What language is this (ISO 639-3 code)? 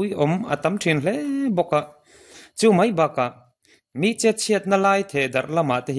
lus